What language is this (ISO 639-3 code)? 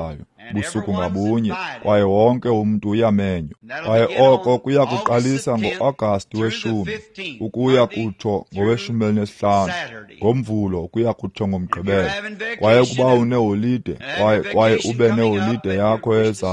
xho